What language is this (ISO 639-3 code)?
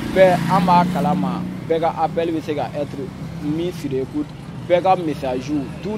bam